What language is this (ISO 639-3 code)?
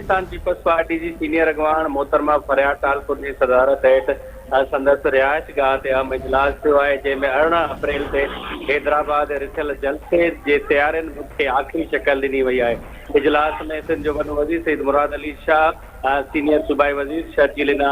snd